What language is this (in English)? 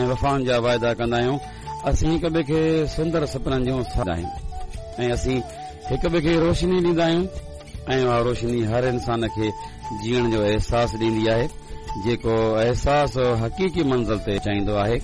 Sindhi